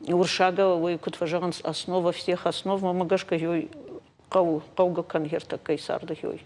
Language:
Ossetic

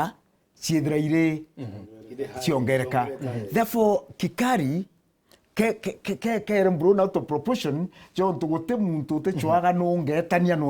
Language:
Meru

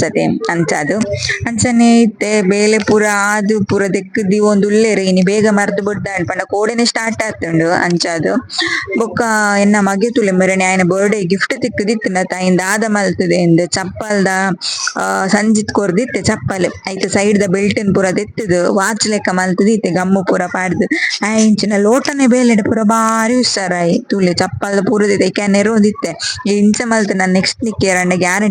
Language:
Tulu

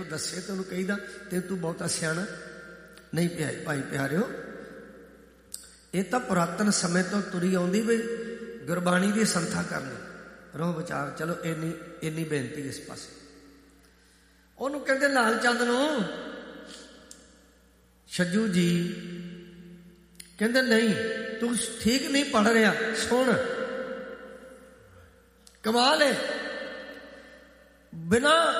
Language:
Punjabi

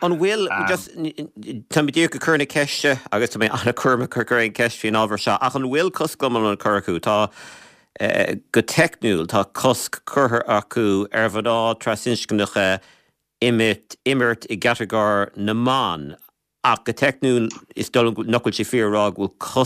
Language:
Irish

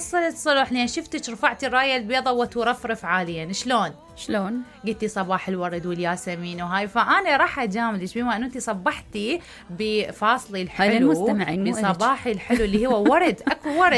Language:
Mesopotamian Arabic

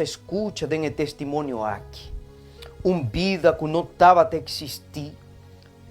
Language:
Papiamento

